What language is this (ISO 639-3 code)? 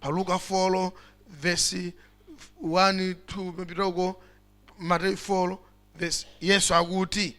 nya